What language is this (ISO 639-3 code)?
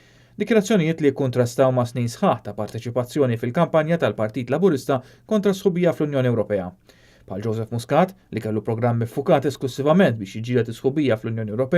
mlt